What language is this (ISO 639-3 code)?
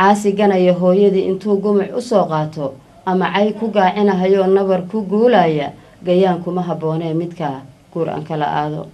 som